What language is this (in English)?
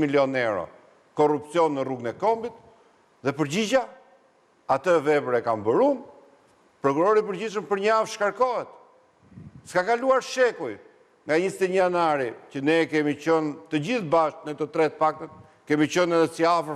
Albanian